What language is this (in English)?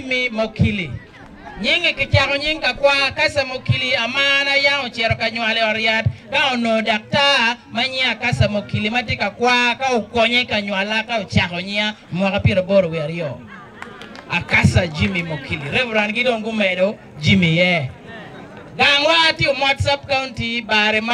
Acoli